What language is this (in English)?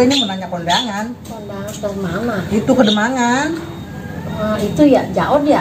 Betawi